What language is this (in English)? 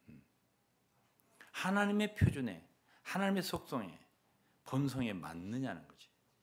Korean